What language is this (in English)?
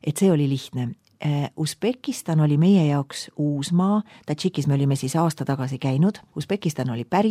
Estonian